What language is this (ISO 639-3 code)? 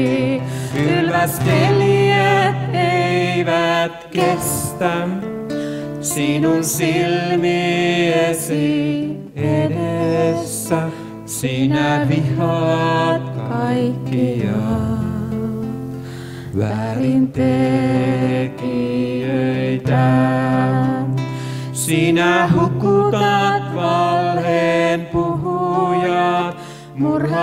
fin